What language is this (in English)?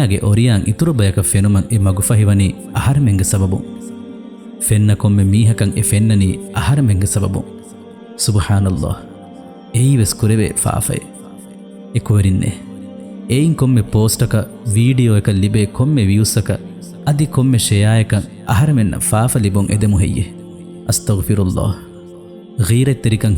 Divehi